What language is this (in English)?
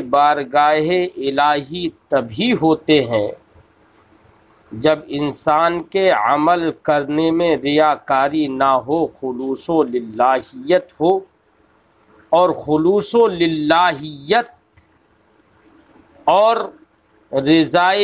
Urdu